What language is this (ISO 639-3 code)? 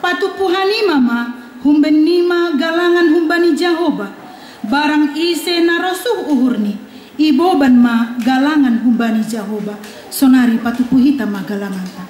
bts